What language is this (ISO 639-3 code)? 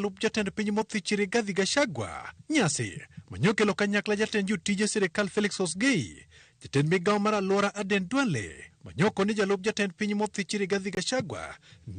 luo